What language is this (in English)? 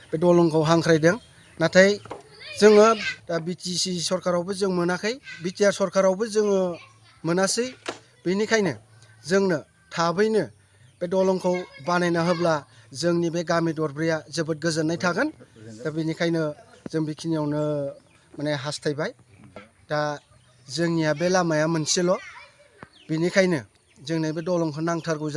Bodo